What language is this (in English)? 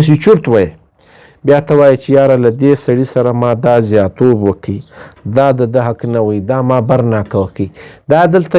Pashto